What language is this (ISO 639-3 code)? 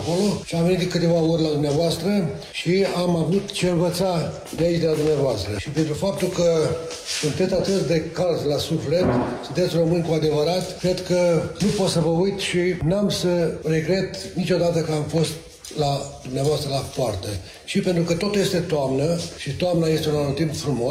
ron